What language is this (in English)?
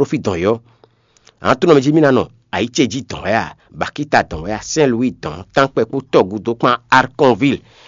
Fon